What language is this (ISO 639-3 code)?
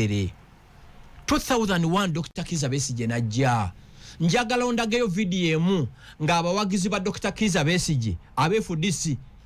lug